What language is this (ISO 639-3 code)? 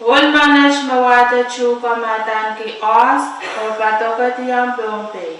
pon